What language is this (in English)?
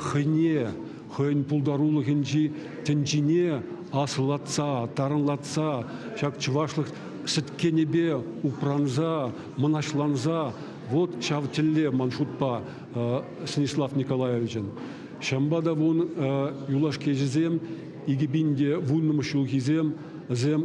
Chuvash